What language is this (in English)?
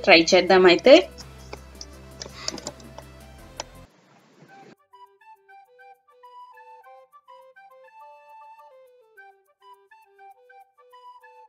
Telugu